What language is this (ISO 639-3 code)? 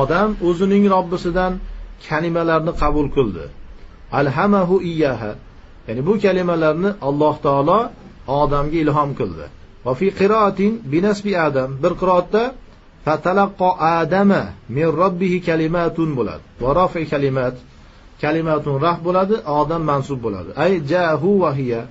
uzb